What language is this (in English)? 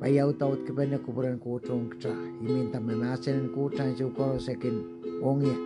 Pohnpeian